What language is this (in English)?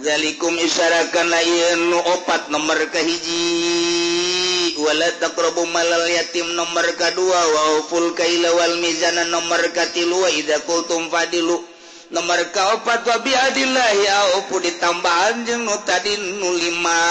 Sundanese